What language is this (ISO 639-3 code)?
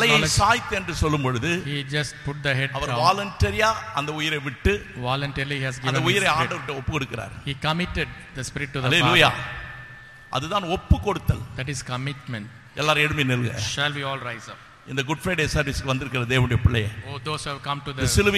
tam